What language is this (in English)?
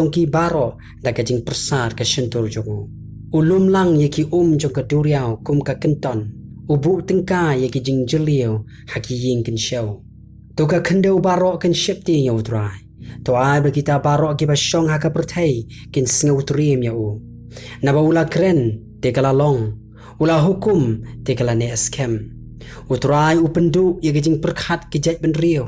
Khasi